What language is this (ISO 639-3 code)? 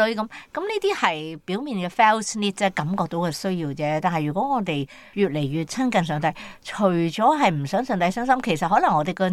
yue